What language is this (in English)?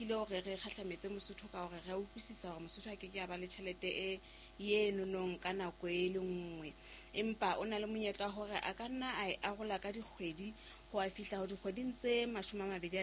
Southern Sotho